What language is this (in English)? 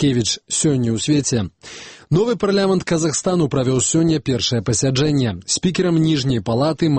Belarusian